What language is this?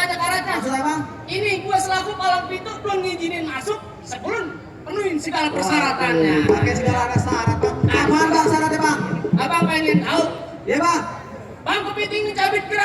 Betawi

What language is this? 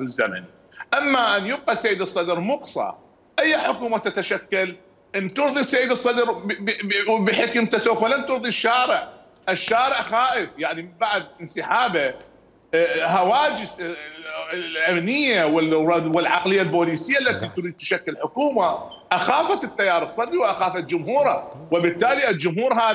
Mesopotamian Arabic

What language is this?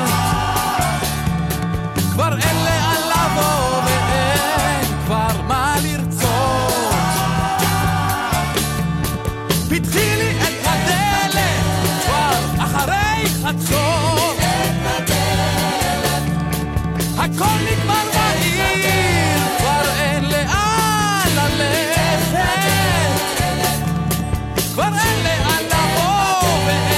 Hebrew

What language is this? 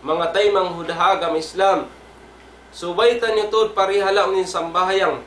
Tausug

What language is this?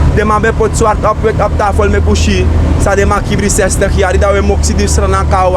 Sranan Tongo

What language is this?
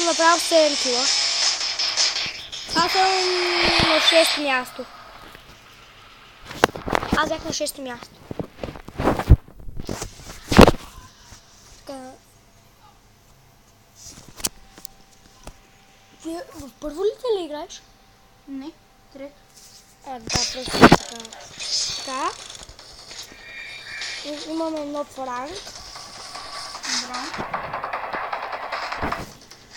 Bulgarian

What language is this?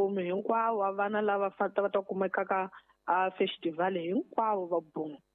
Tsonga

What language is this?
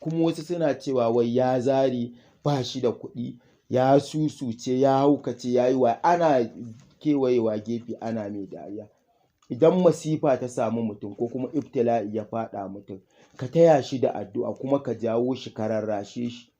Hausa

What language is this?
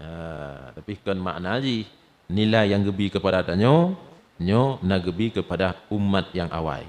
Achinese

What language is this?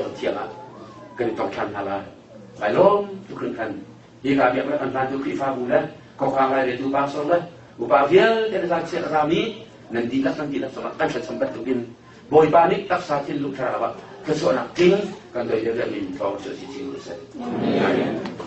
Hakha Chin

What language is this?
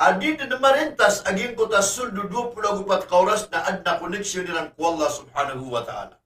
Maranao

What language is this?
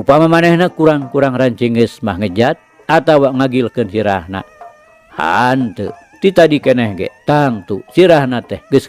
Sundanese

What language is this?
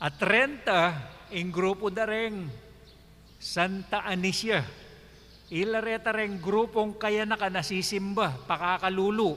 Pampanga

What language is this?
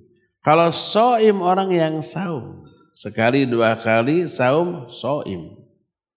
Indonesian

